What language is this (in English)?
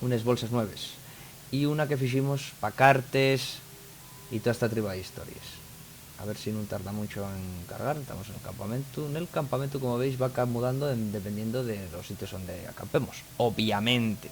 Asturian